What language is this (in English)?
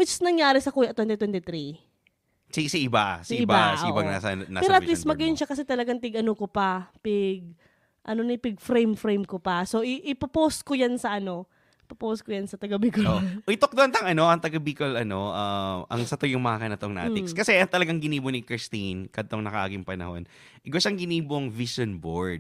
Bikol